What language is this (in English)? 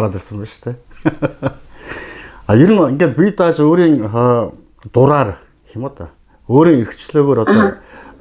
Mongolian